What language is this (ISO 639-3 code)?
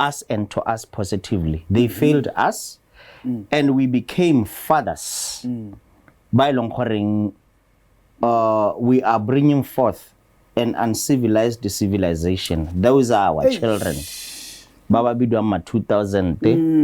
tsn